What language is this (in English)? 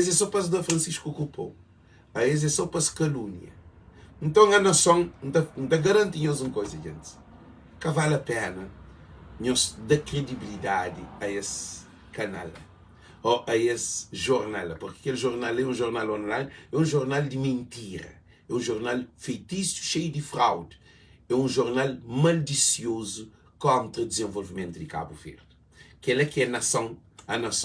Kabuverdianu